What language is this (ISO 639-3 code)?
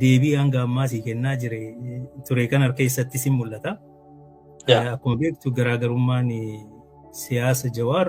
orm